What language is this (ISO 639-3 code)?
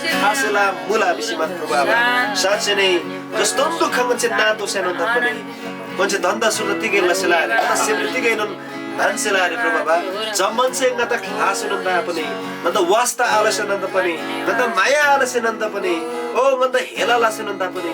taj